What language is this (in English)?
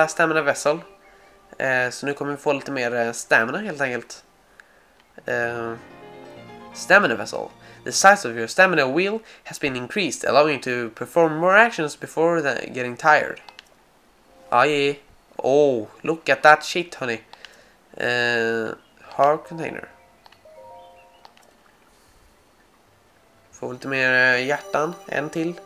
Swedish